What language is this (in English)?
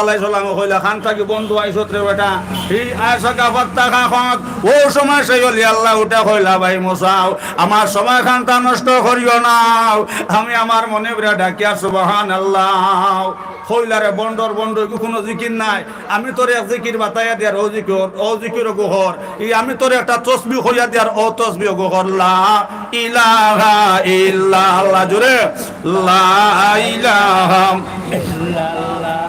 Sylheti